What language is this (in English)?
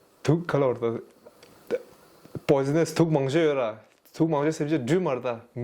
Tibetan